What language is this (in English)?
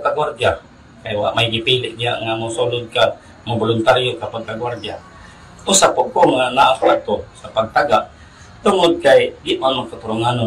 Cebuano